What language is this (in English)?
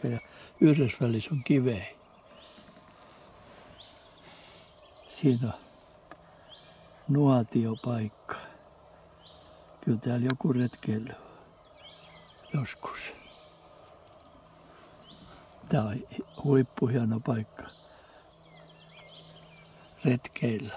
Finnish